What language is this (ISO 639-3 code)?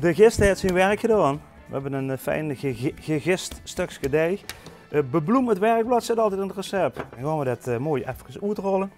lim